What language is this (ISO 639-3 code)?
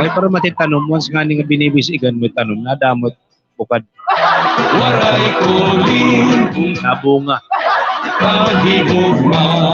war